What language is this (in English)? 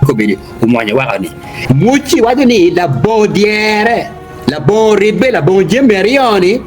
Acoli